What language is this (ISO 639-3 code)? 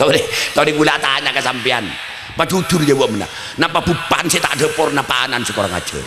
mad